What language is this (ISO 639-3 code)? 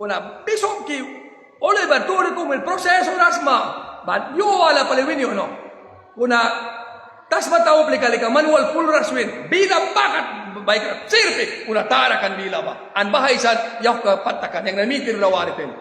miq